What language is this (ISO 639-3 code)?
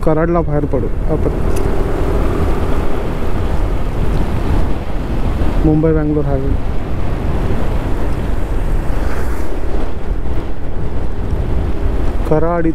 mar